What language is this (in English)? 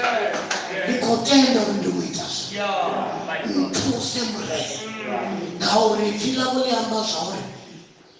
Venda